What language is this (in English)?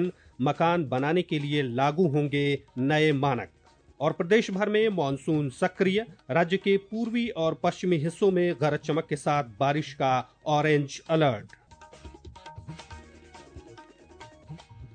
Hindi